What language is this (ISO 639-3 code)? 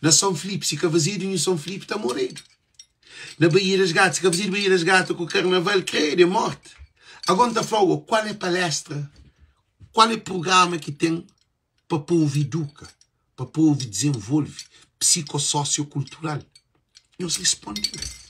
kea